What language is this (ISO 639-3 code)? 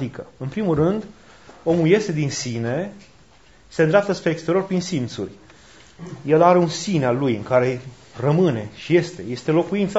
ron